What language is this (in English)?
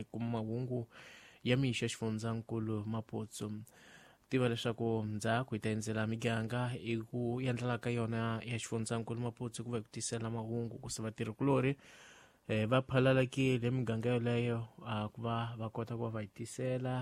Tsonga